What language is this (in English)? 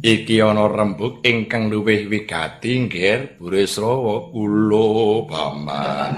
Javanese